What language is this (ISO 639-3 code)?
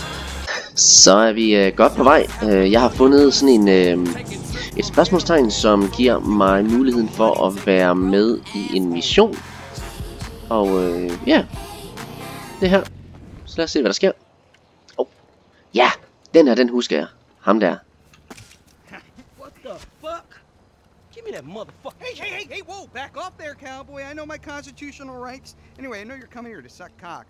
dan